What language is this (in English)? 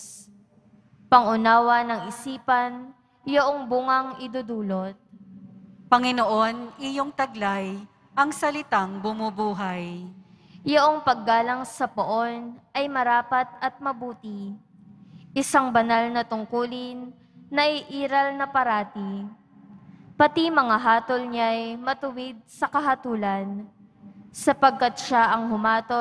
Filipino